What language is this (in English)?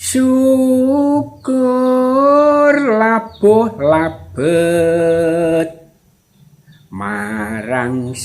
Javanese